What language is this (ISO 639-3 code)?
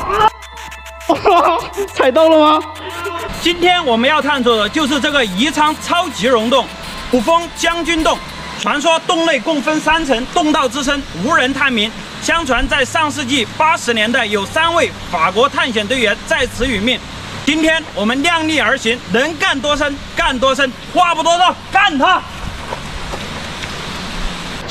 zho